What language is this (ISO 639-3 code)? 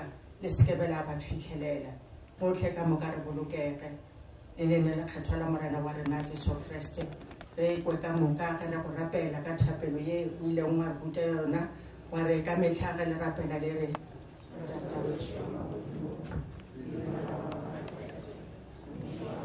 nso